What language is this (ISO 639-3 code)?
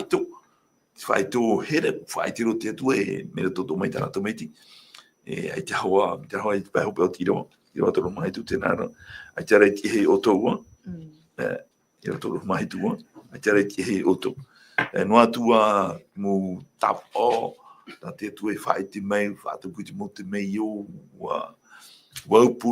tah